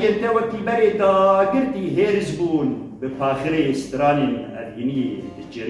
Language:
Kurdish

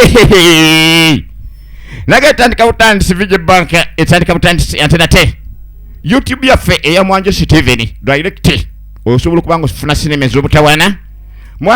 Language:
Ganda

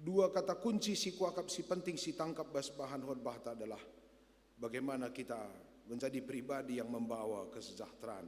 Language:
Batak Karo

